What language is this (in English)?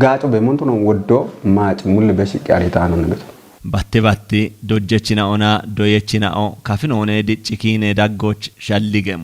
Kafa